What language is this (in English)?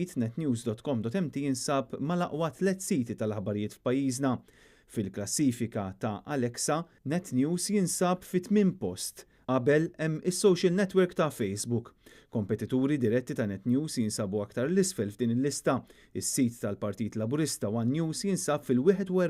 Maltese